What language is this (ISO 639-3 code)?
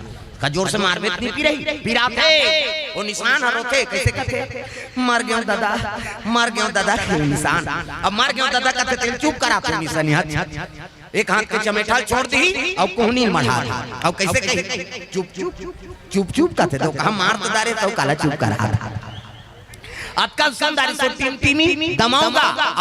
hne